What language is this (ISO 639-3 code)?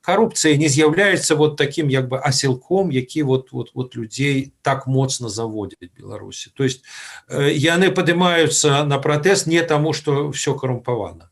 bel